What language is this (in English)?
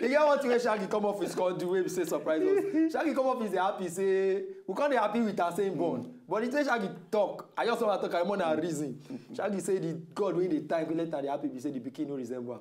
Nigerian Pidgin